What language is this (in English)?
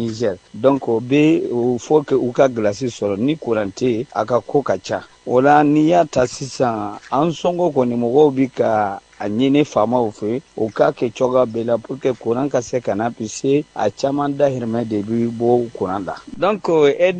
Bambara